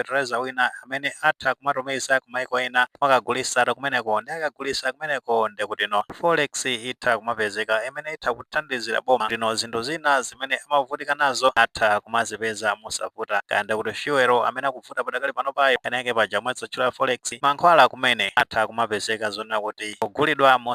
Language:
Nyanja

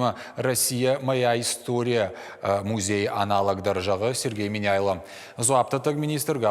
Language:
Ossetic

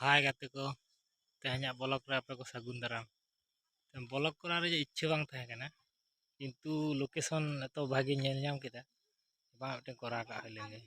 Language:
Santali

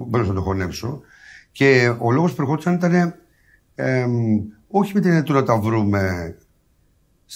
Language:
Greek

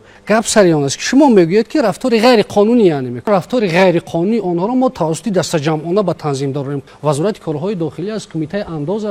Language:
Tajik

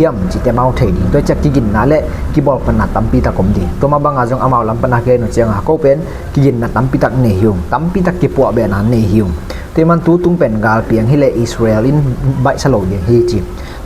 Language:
Tedim Chin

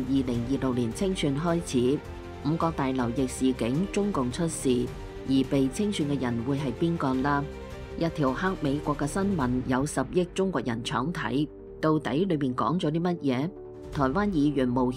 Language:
Cantonese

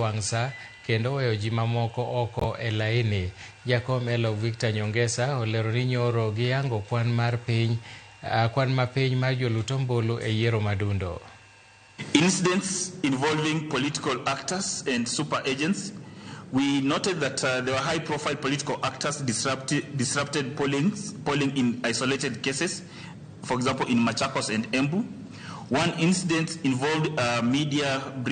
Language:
Luo (Kenya and Tanzania)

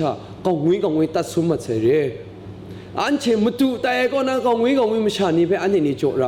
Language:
Kachin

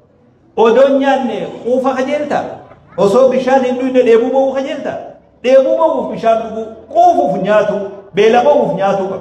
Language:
Oromo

